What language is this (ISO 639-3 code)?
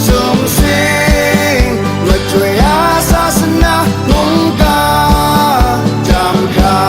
kac